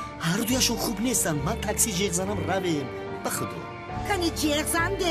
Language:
Tajik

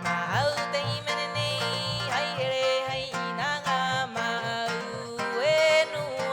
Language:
Rapanui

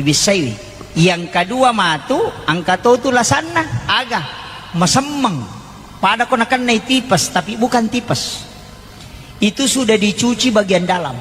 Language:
Buginese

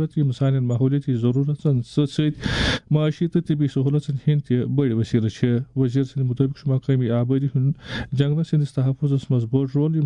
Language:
Kashmiri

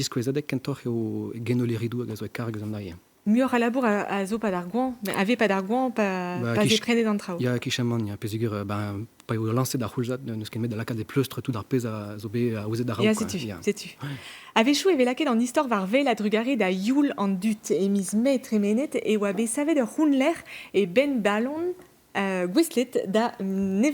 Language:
Breton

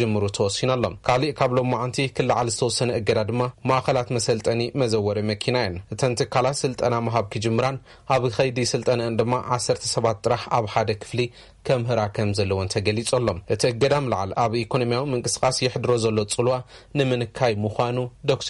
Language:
Tigrinya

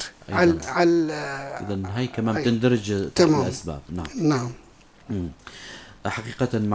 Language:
North Levantine Arabic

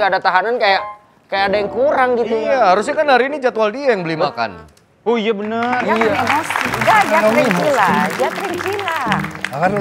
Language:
Indonesian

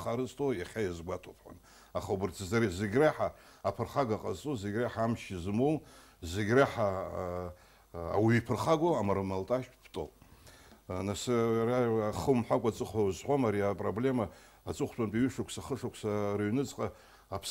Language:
Abkhazian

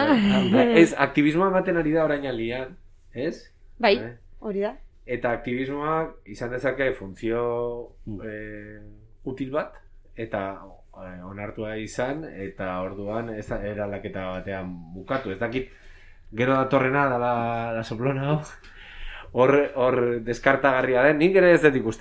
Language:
Basque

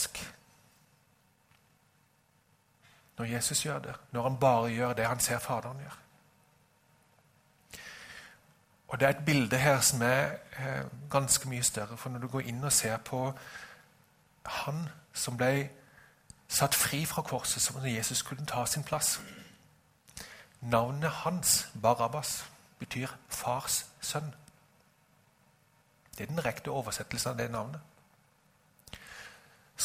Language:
Norwegian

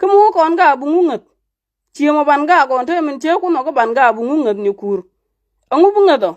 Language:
Nuer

